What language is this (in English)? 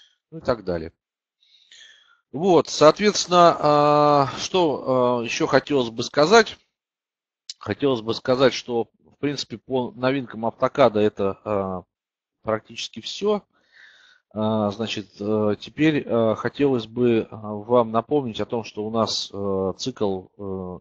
Russian